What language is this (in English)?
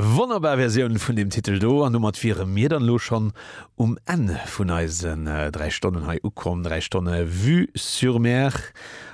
Luxembourgish